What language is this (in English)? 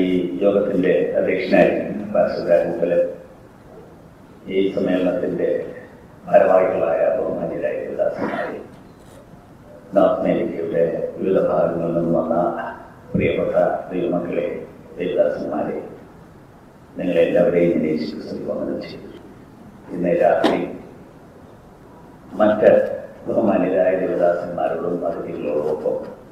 Malayalam